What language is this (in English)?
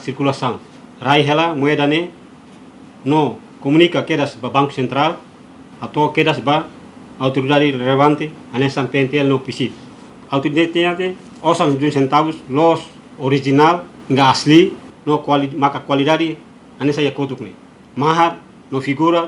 Tetum